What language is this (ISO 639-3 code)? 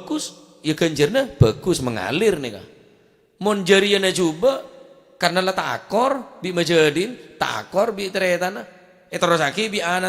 mad